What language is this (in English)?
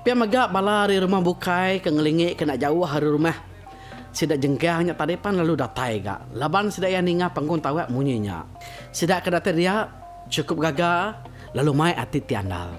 Iban